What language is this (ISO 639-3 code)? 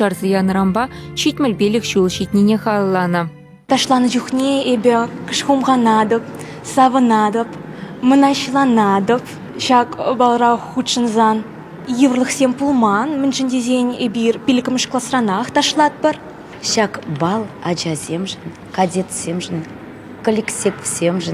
chv